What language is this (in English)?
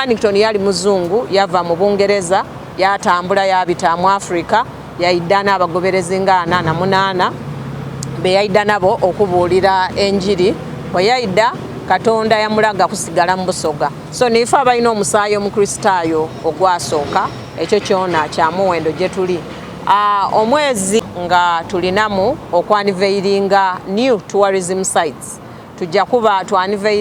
Soga